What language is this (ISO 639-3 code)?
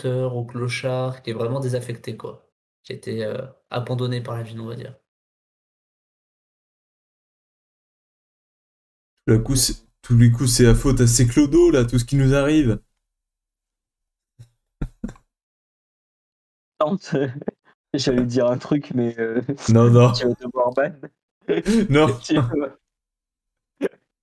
fra